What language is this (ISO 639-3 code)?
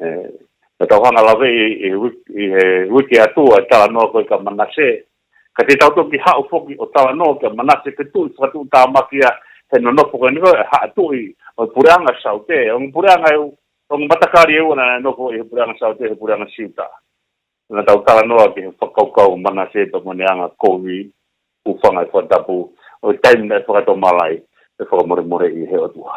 ton